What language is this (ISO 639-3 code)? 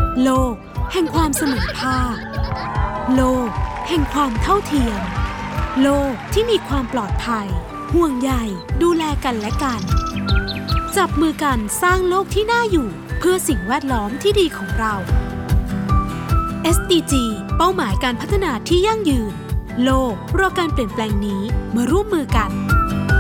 tha